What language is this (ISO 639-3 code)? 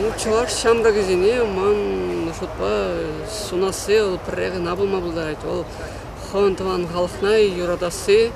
chv